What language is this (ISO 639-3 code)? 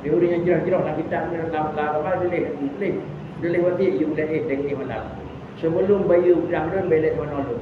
ace